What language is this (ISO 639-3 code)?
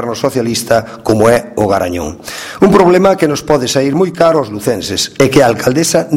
glg